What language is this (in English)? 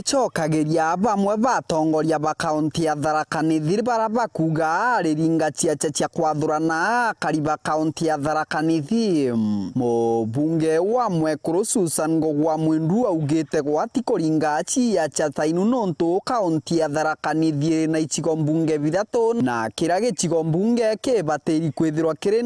Meru